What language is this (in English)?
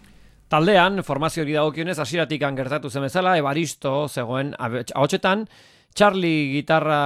Basque